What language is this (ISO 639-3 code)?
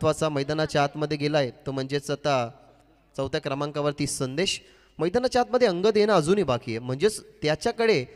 mar